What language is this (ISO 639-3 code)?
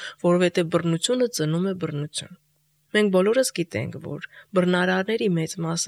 hye